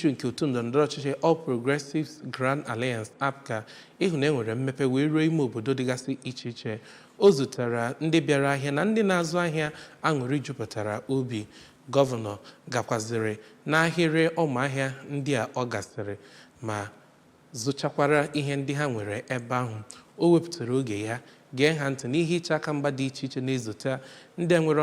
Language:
Igbo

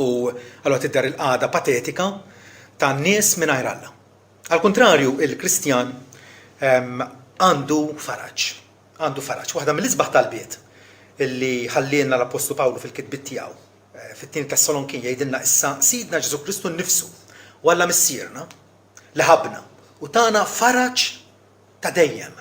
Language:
Maltese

